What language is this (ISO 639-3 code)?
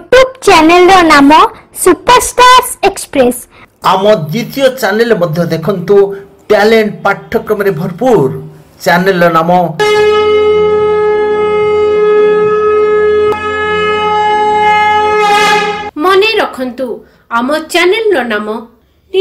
ori